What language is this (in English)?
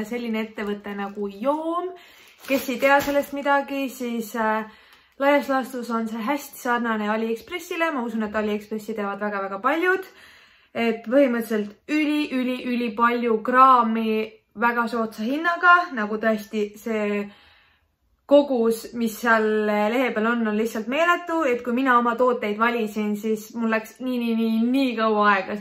Estonian